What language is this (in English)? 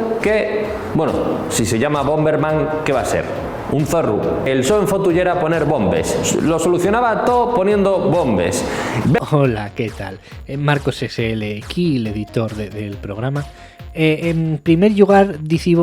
Asturian